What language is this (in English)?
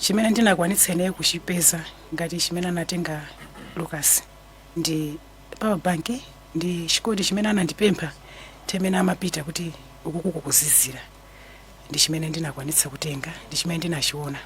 Nyanja